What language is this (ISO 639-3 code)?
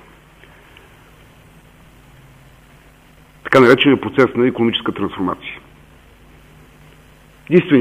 bul